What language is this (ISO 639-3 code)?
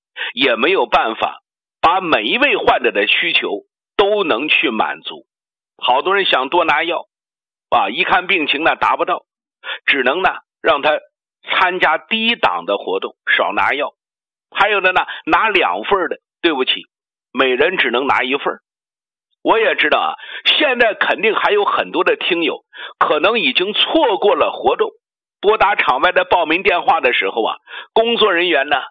zho